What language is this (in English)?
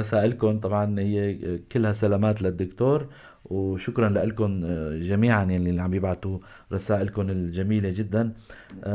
North Levantine Arabic